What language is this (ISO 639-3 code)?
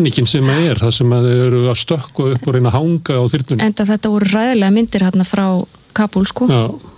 isl